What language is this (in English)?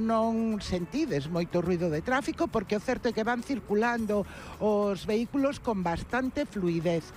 Galician